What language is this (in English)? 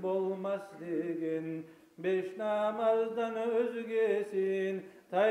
Kumyk